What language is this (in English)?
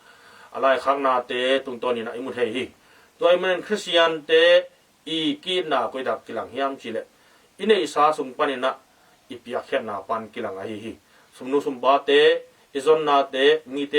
Tedim Chin